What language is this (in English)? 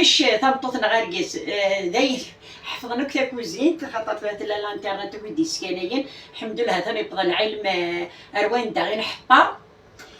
Kabyle